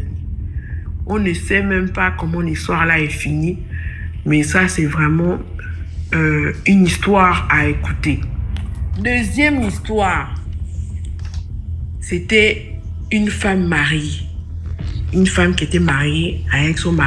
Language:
French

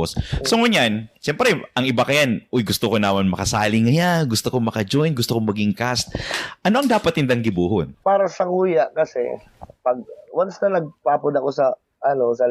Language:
Bikol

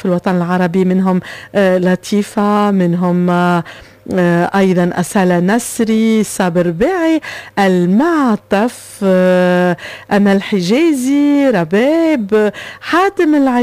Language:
Tunisian Arabic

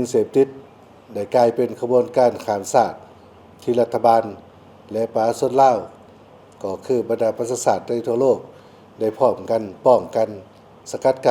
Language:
Lao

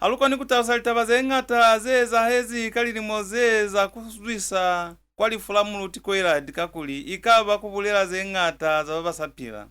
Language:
Lozi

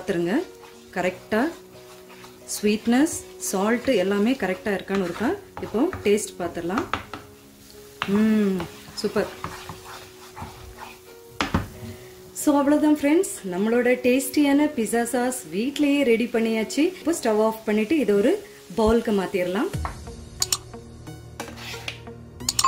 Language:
Tamil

